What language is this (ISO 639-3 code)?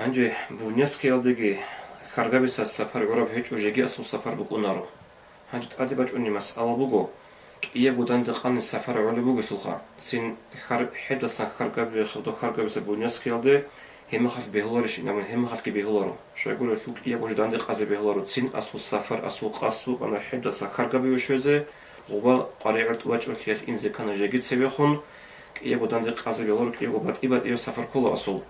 ava